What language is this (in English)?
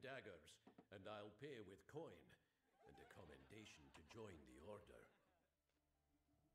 English